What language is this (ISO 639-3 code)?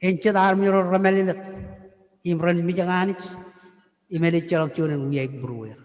mah